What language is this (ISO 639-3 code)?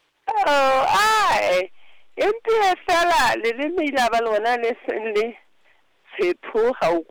sot